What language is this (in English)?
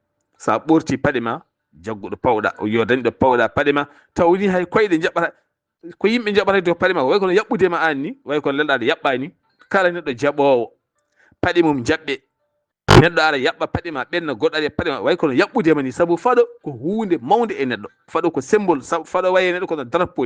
Fula